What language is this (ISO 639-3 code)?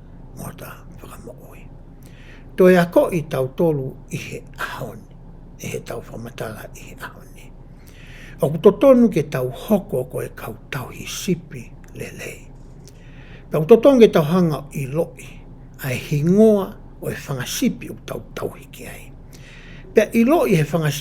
ton